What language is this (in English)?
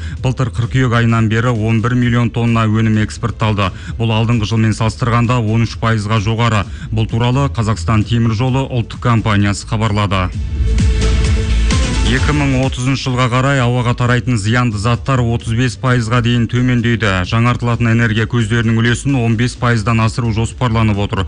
Kazakh